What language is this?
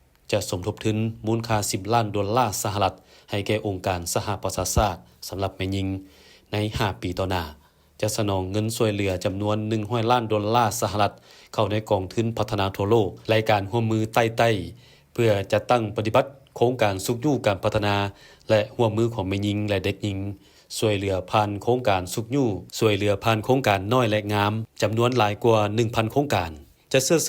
Lao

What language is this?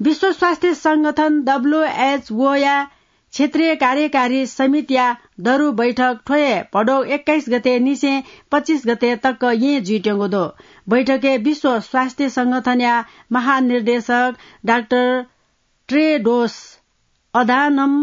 Newari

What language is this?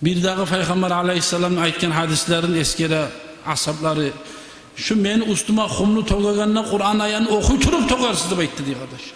Kumyk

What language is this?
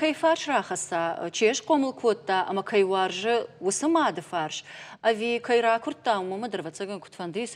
Ossetic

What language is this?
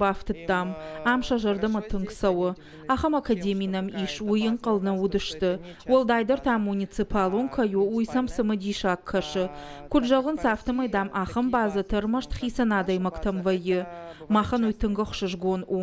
Ossetic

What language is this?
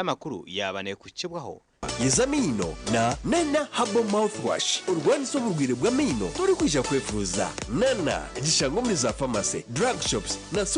Nyankole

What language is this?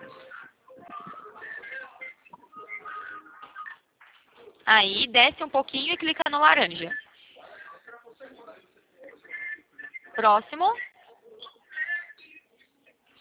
Portuguese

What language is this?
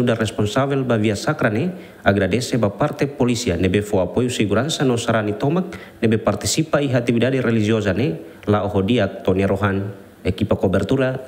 Tetum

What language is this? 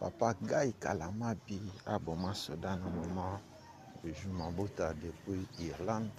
Lingala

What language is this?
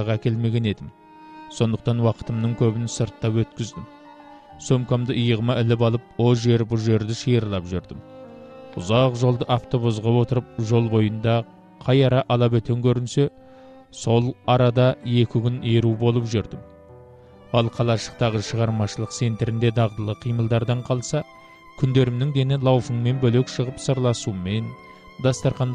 Kazakh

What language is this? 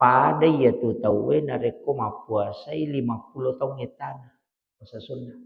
Buginese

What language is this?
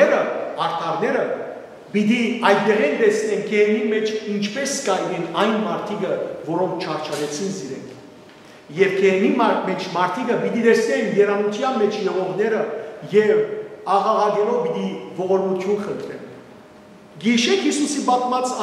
Western Armenian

